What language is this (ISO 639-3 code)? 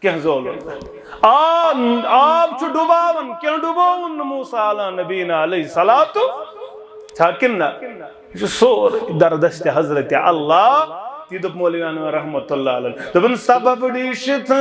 kas